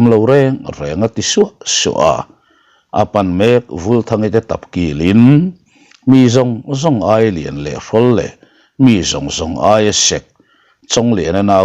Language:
Mizo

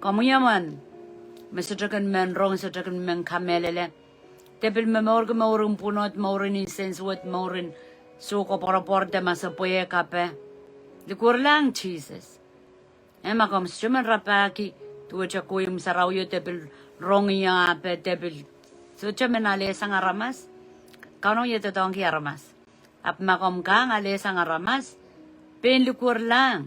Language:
Pohnpeian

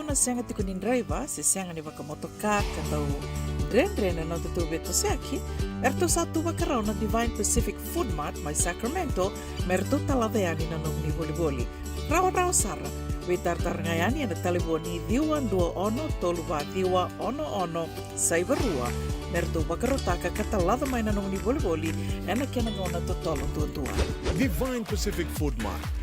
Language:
Fijian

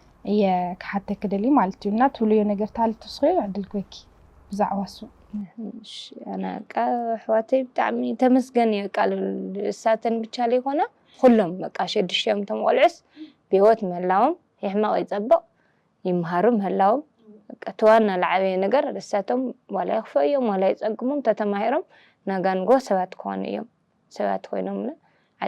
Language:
Tigrinya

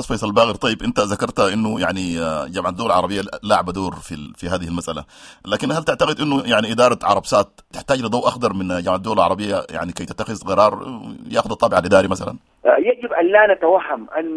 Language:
Sudanese Arabic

